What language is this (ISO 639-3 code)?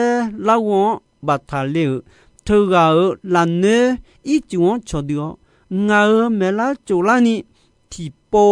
ahk